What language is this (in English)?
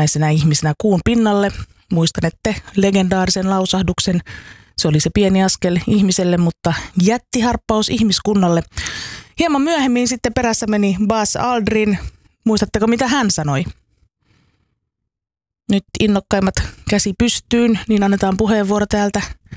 Finnish